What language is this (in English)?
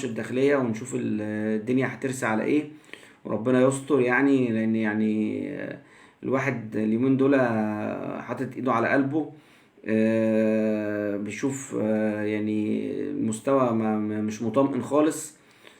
Egyptian Arabic